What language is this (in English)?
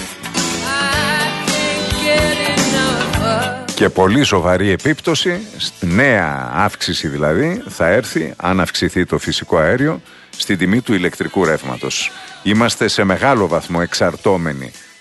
Greek